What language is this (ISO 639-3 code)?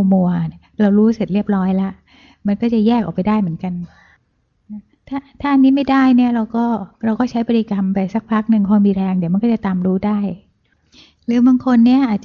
tha